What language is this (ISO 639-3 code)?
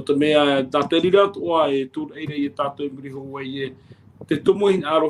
tah